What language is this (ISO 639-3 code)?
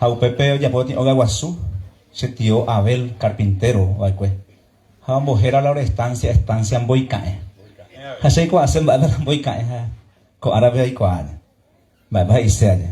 grn